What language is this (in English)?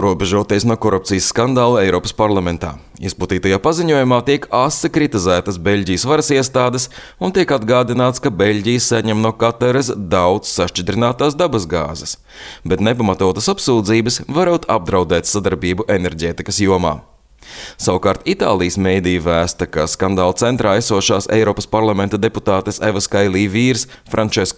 Latvian